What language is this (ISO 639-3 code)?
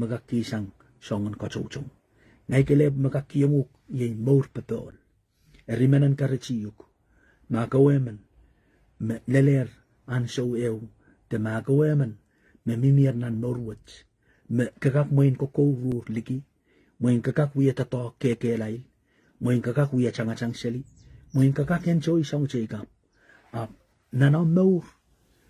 pon